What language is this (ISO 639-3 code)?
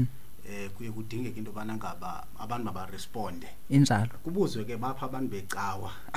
xho